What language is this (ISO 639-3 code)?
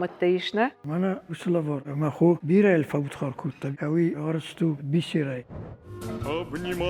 oss